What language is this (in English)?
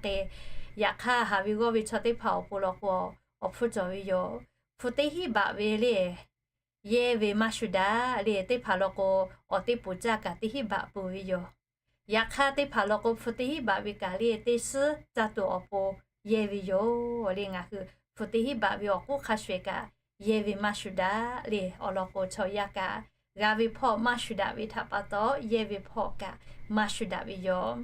Lahu